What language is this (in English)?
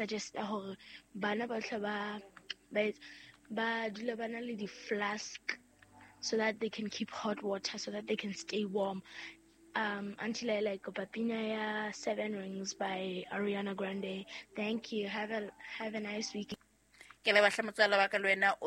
Southern Sotho